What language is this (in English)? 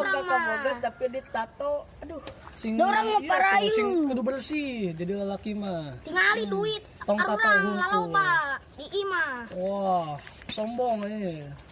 Sundanese